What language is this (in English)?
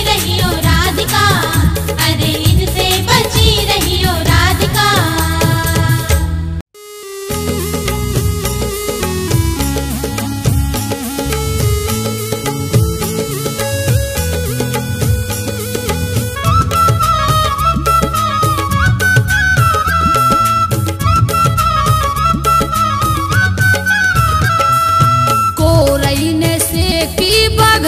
Bundeli